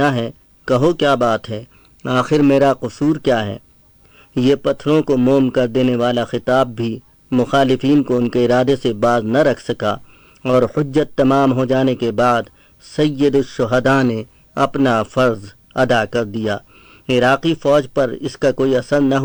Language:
Urdu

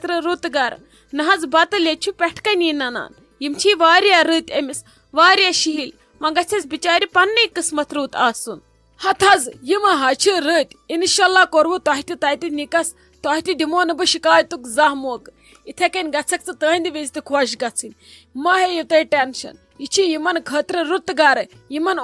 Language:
Kashmiri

